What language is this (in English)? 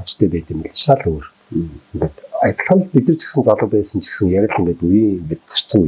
Mongolian